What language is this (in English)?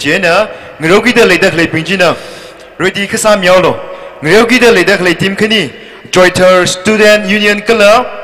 Tangkhul Naga (India)